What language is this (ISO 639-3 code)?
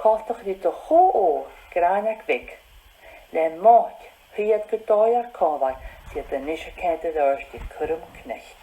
gla